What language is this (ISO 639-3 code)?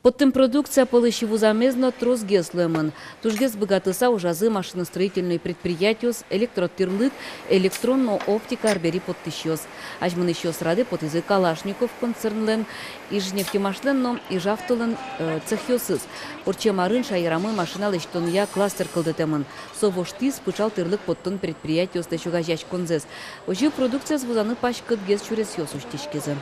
udm